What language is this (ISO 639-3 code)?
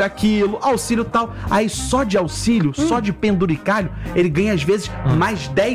por